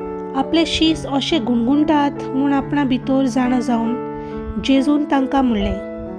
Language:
Konkani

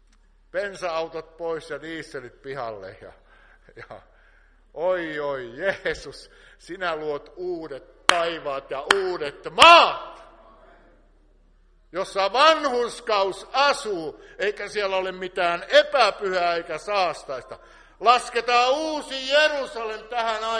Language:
Finnish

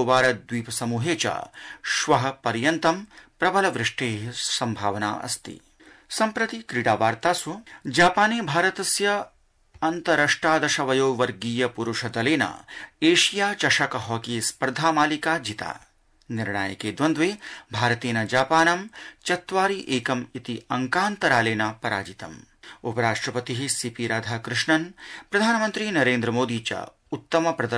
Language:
Sanskrit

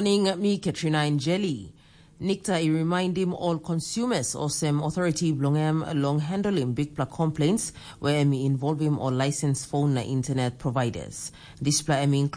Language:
Tok Pisin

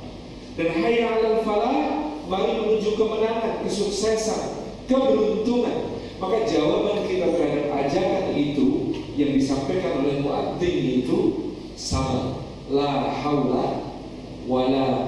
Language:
Indonesian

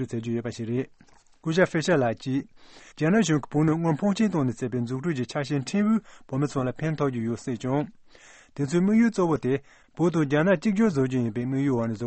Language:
Tibetan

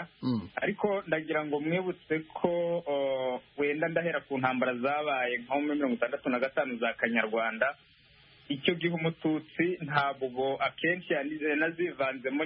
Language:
Kinyarwanda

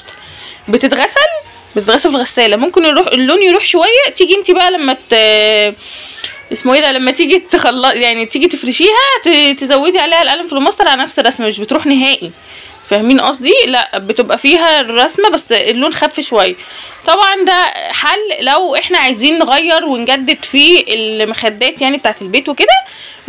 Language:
Egyptian Arabic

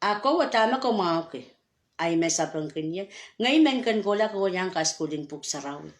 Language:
Pohnpeian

